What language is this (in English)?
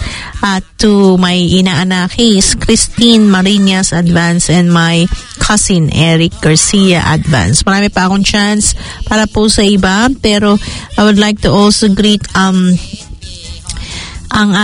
Filipino